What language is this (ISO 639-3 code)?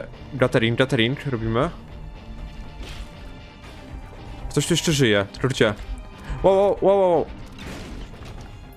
pol